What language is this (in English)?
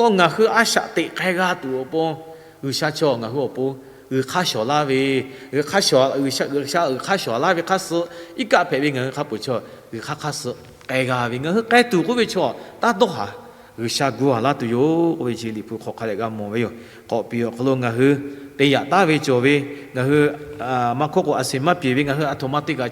Lahu